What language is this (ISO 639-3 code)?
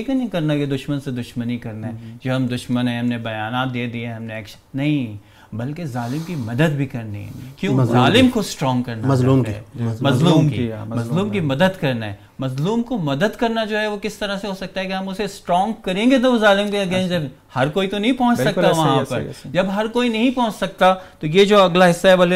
urd